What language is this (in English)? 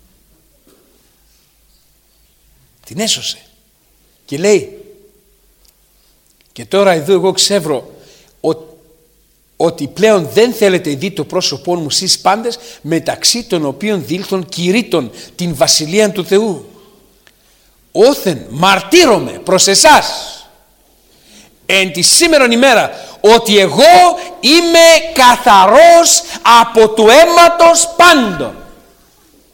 Greek